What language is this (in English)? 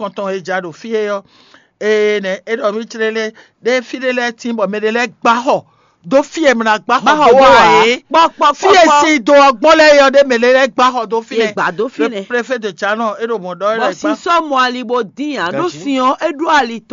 Fon